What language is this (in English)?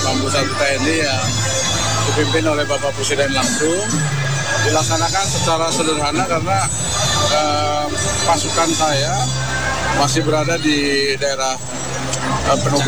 Indonesian